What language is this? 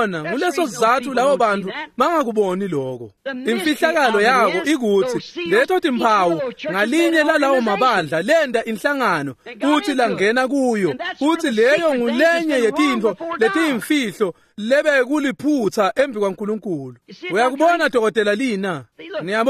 Swati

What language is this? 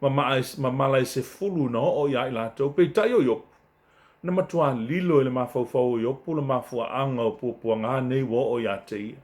Samoan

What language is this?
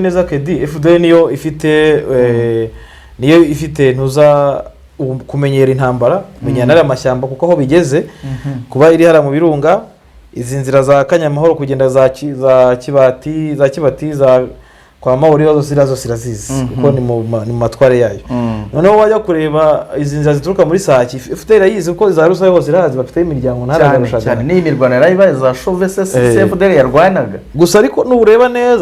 Kinyarwanda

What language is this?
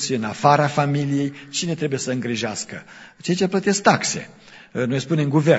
Romanian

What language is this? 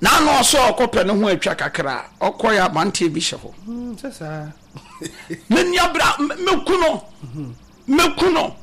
Akan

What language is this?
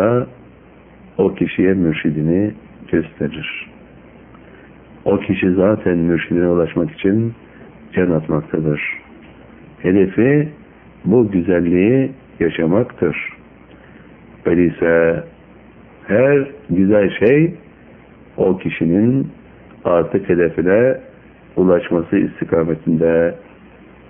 Turkish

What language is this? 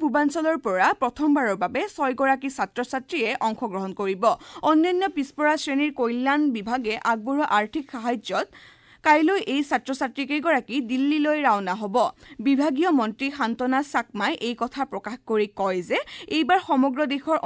Assamese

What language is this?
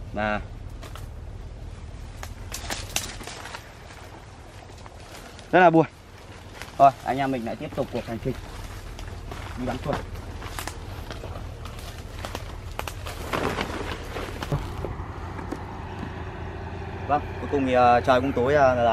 Vietnamese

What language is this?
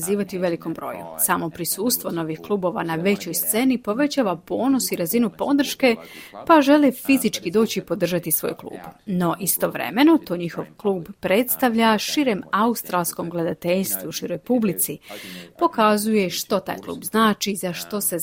Croatian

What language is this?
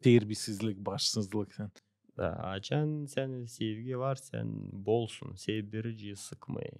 Gagauz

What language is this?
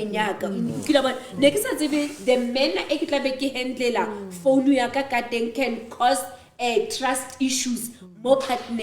Southern Sotho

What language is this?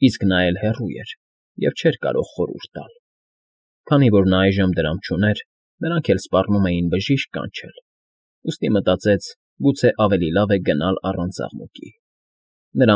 Armenian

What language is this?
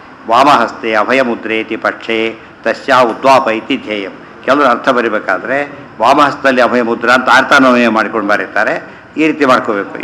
Kannada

